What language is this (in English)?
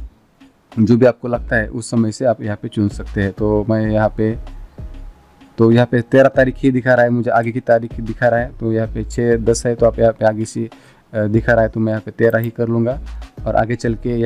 Hindi